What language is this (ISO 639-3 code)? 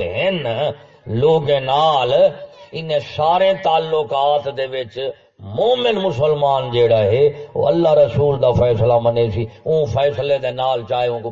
skr